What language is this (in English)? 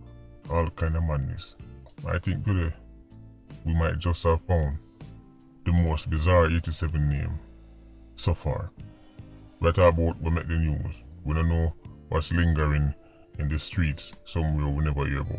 Jamaican Creole English